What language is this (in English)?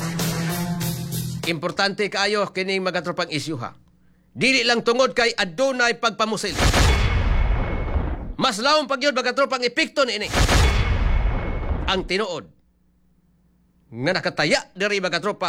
Cebuano